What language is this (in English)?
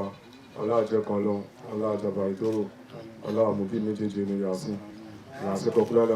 Yoruba